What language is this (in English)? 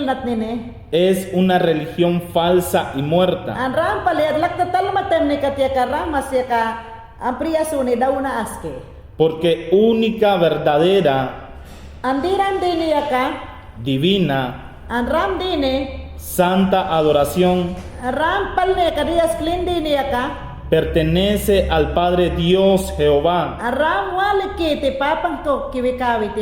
Mayangna